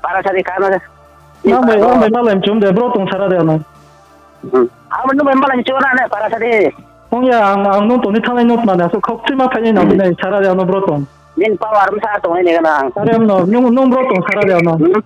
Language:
Riang (India)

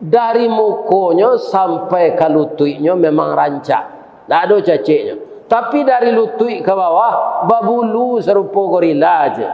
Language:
Minangkabau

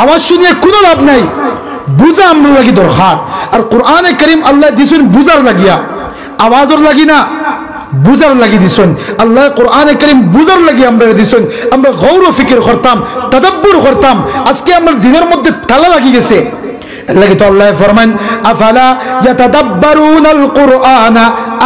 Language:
Sylheti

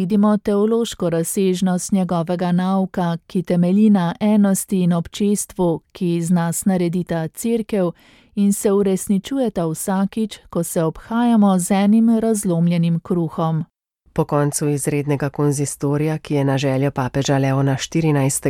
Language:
Slovenian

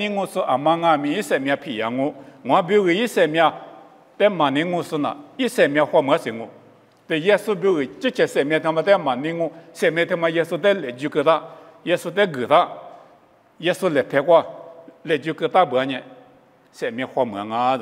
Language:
Lisu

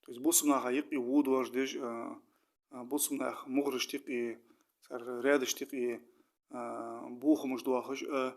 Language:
Ingush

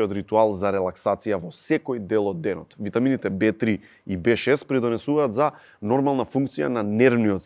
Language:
Macedonian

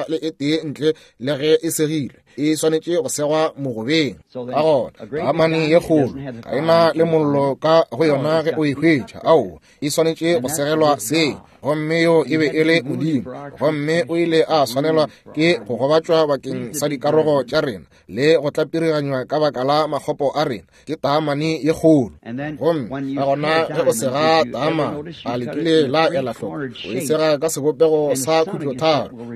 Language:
Northern Sotho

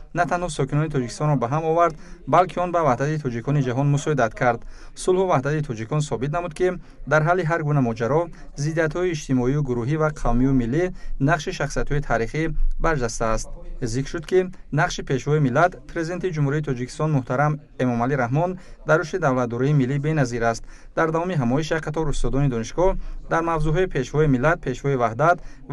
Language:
Tajik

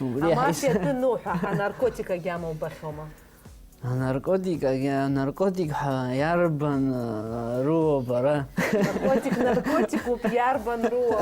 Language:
Abkhazian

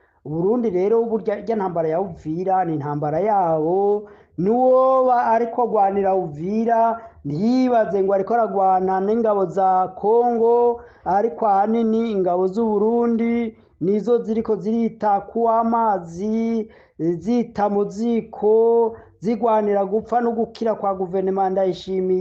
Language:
Rundi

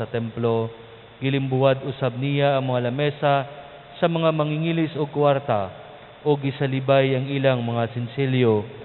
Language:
Cebuano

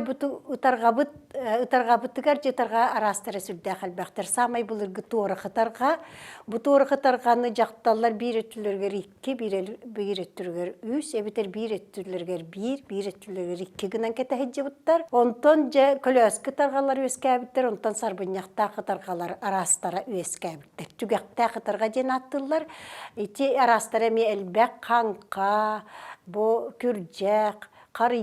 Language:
Yakut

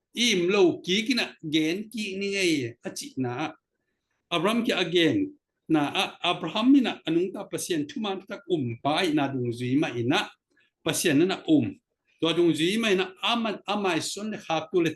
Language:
Tedim Chin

